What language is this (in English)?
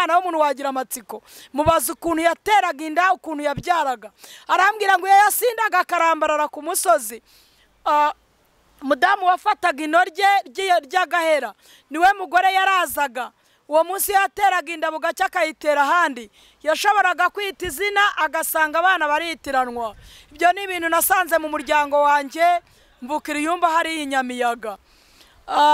Kinyarwanda